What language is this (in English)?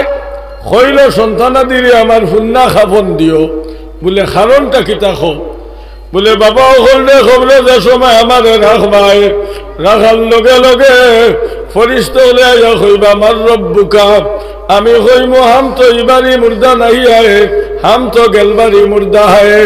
Sylheti